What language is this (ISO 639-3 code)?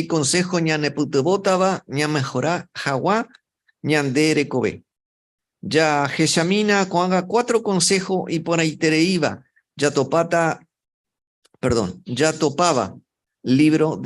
grn